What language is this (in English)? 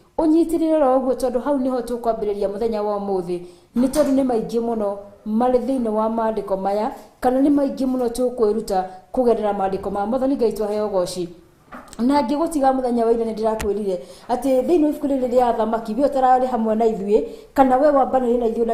Kikuyu